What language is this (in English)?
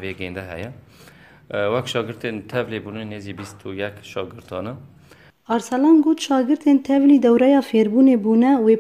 Kurdish